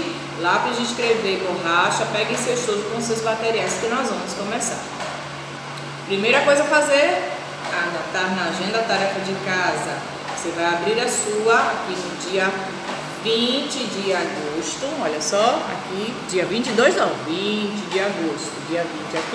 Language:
Portuguese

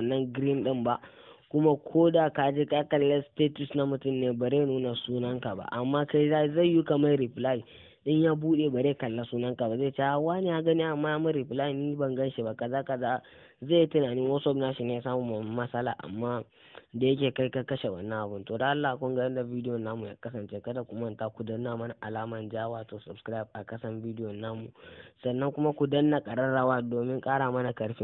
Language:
Hausa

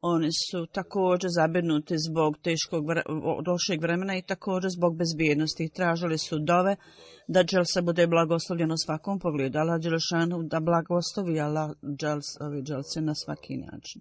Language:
Bosnian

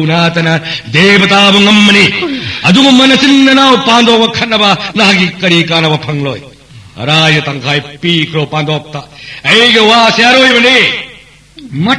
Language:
Manipuri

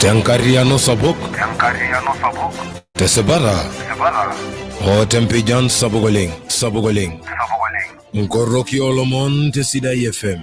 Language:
Masai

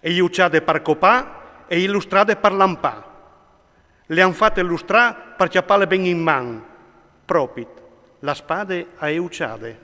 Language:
Friulian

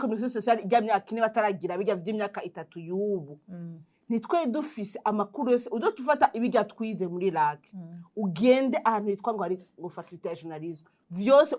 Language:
Rundi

